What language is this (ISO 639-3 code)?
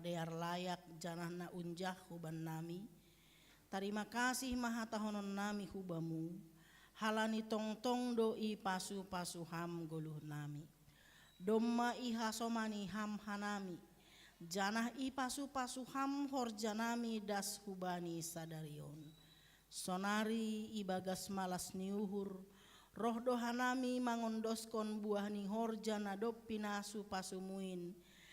bts